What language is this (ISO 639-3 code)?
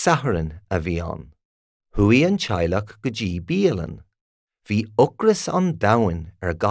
gle